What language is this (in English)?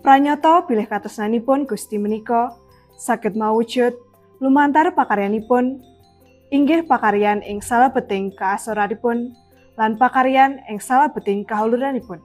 Javanese